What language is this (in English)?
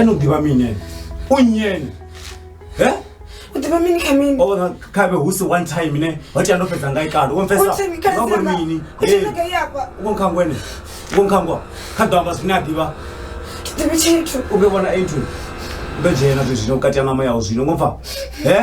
Venda